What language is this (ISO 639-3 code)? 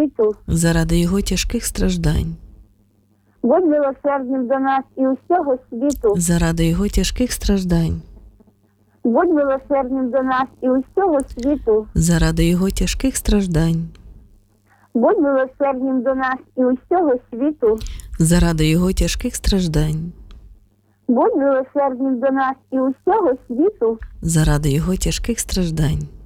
ukr